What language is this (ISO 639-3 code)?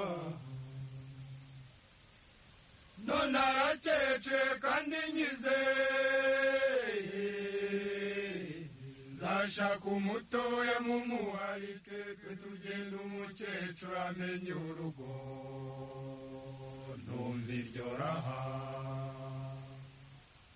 kin